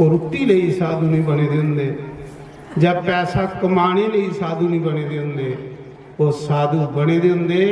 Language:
Dogri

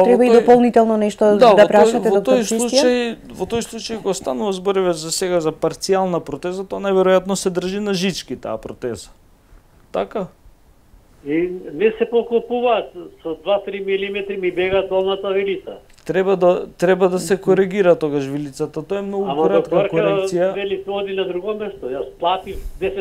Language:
Macedonian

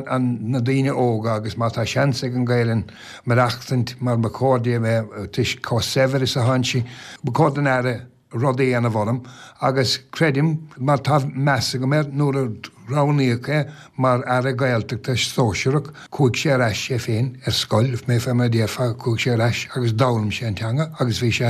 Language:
Irish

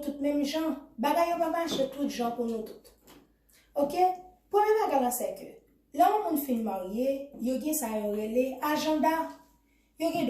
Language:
Haitian Creole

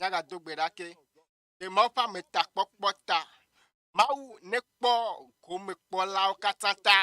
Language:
Ewe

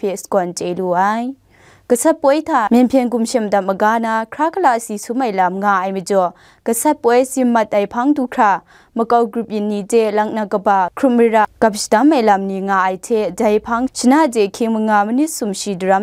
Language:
Kachin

